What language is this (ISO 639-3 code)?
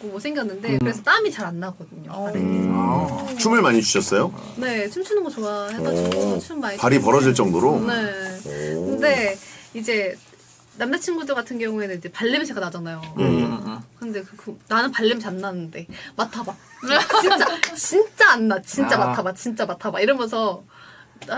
kor